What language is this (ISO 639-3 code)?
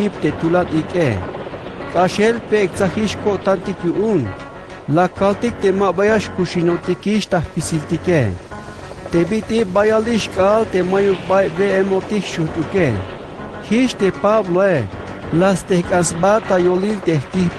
tzh